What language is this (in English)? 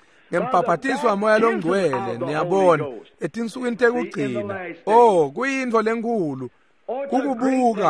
Swati